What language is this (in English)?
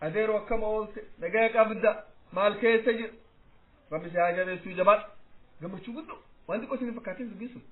Oromo